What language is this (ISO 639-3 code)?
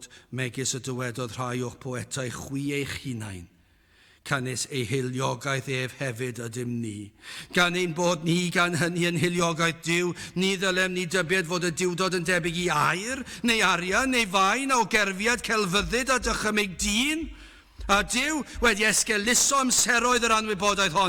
cym